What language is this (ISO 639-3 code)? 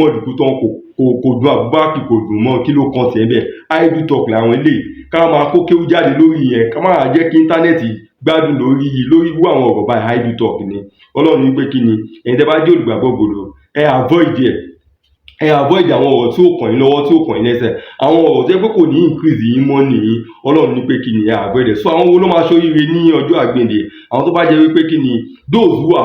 yor